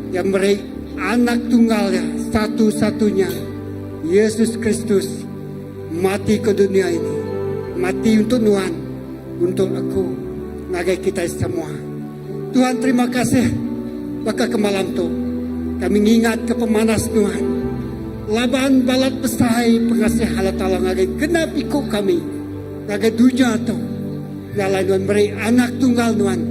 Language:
Iban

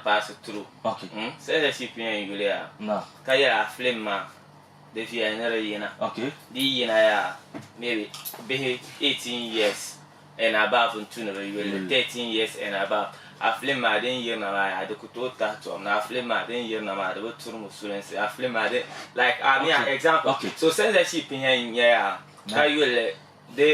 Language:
Dagbani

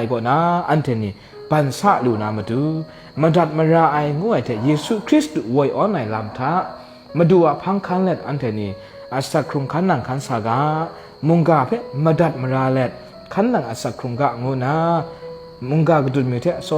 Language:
Kachin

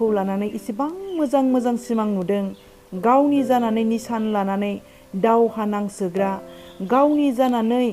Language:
Bodo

